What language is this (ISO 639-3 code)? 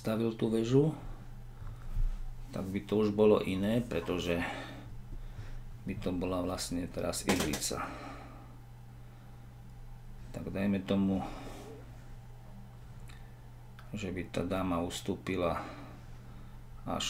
slk